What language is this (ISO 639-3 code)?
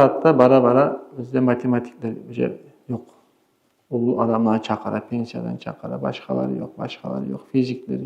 kum